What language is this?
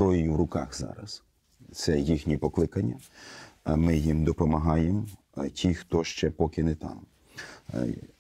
Ukrainian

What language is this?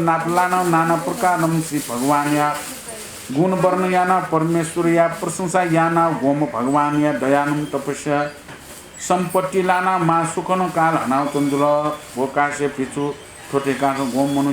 Newari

